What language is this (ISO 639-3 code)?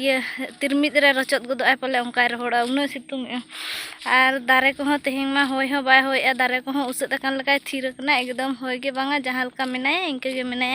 sat